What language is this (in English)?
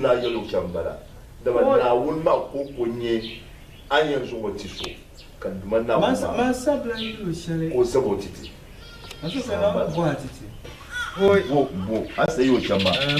Dagbani